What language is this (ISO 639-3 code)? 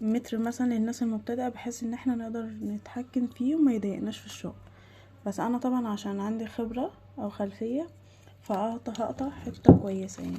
arz